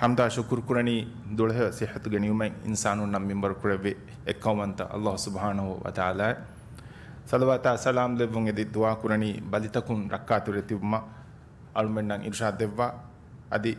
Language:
Divehi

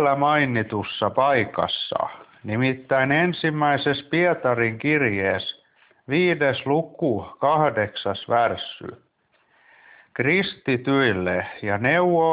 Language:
Finnish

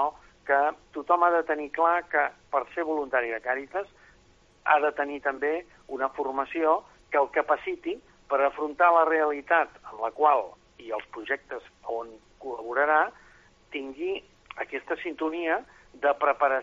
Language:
Catalan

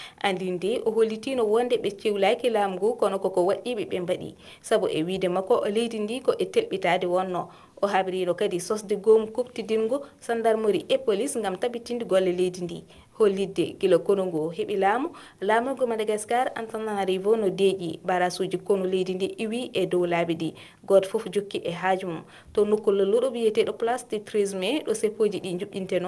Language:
Fula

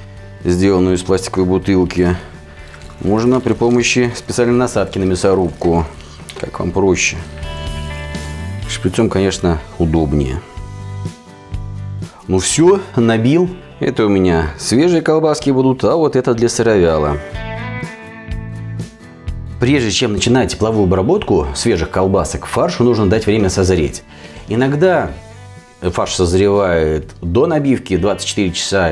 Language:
Russian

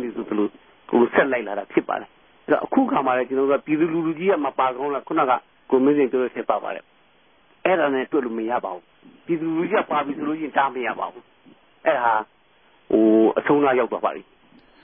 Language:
Burmese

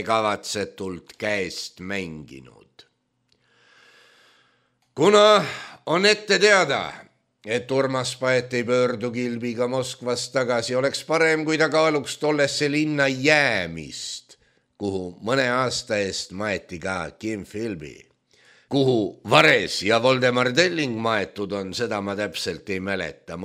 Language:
Estonian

